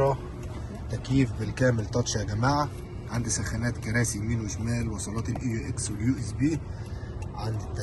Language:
Egyptian Arabic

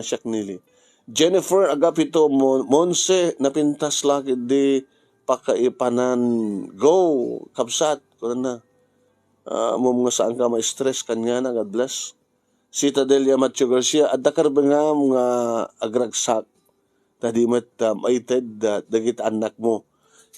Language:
Iloko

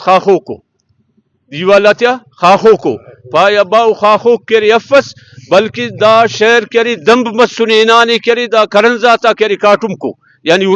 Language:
Brahui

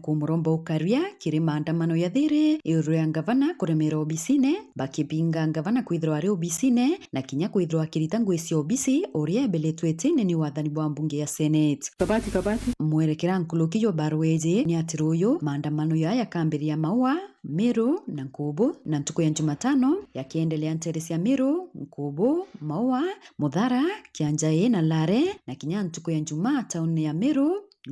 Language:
Meru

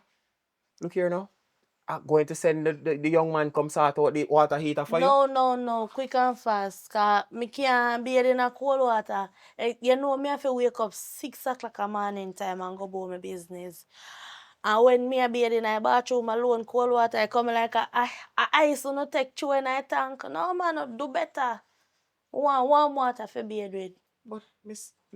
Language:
Jamaican Creole English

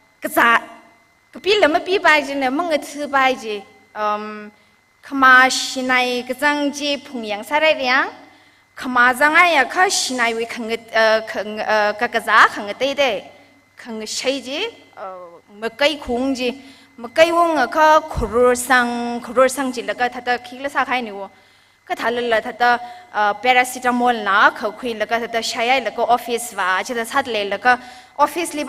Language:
Tangkhul Naga (India)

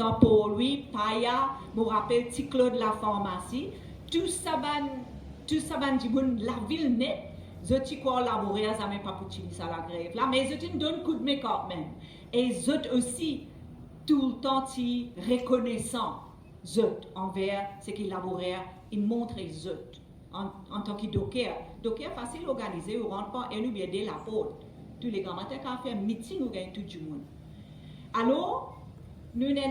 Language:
Morisyen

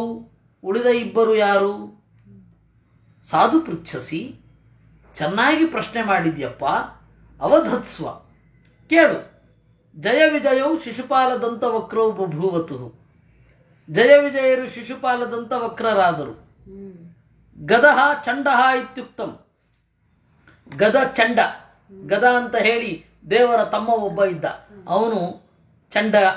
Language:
Kannada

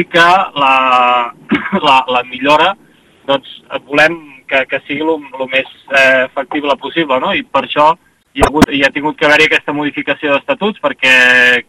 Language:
Catalan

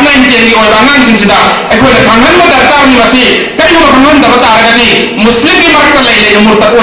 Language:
Manipuri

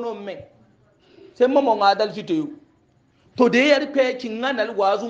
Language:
Hausa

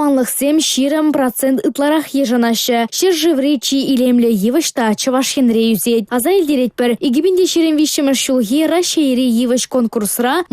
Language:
Chuvash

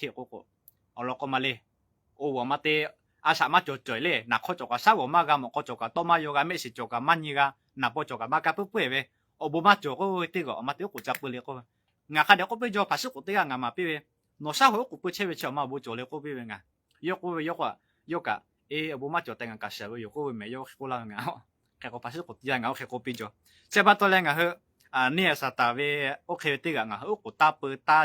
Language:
Lahu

